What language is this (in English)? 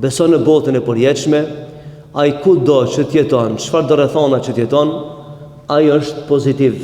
Albanian